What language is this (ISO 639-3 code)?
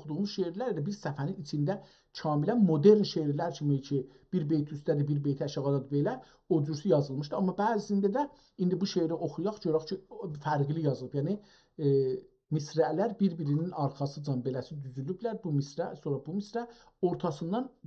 azb